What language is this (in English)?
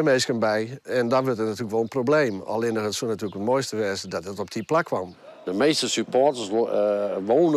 Western Frisian